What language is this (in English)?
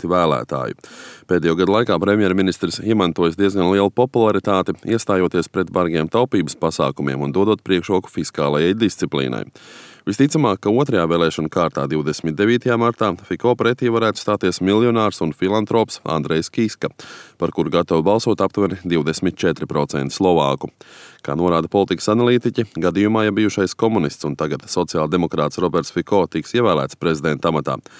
Latvian